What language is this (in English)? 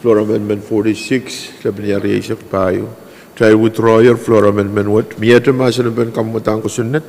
Pohnpeian